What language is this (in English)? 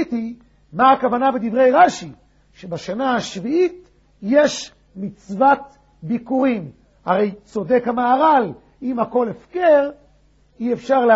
Hebrew